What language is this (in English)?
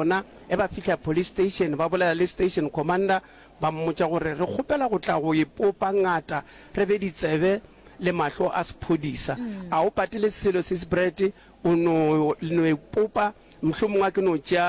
Northern Sotho